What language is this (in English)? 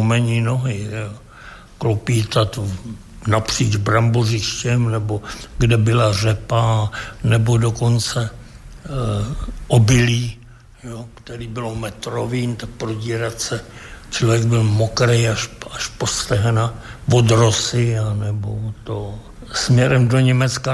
Czech